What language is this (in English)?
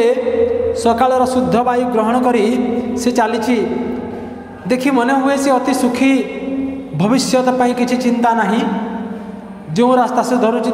Odia